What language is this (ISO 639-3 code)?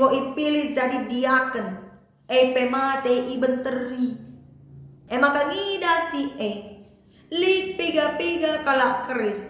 btx